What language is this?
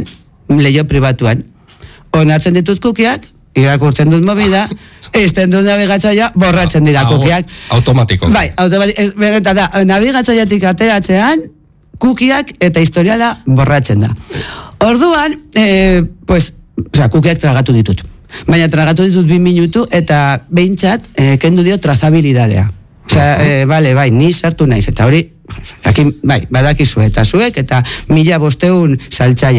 Basque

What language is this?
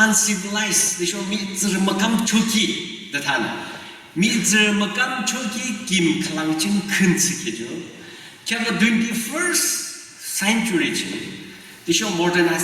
Yimchungru Naga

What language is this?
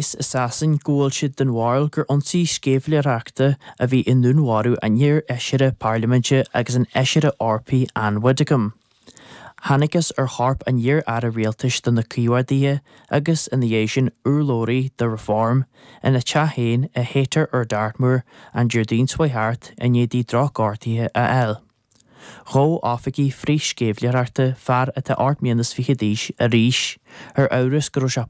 Irish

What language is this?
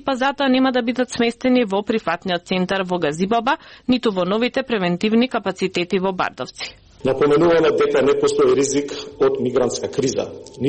Macedonian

